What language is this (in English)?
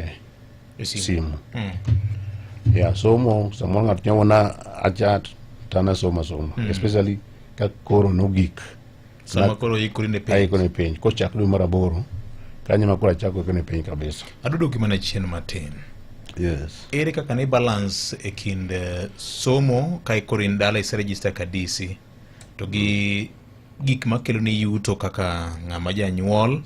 Luo (Kenya and Tanzania)